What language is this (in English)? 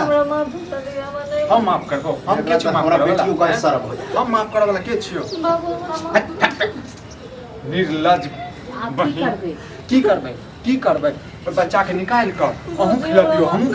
Maithili